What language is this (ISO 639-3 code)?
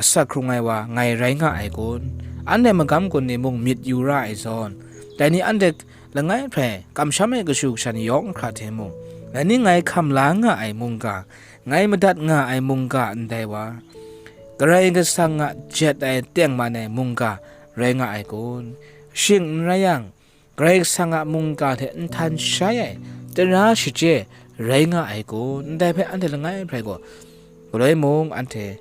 kac